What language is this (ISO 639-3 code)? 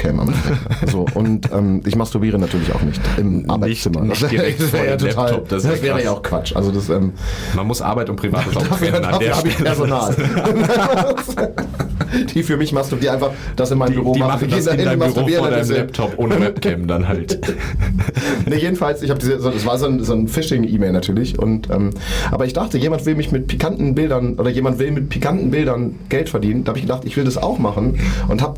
deu